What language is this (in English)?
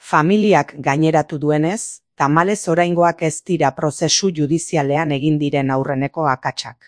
Basque